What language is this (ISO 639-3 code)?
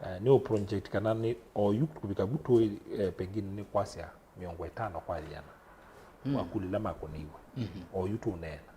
kam